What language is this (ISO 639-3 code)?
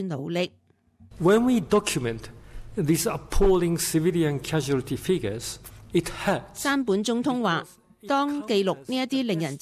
yue